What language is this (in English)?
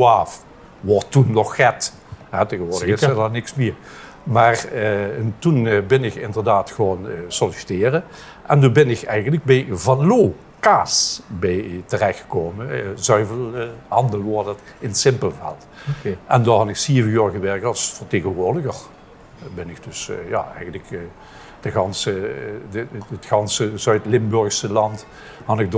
Limburgish